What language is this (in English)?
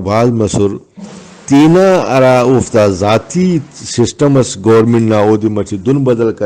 Brahui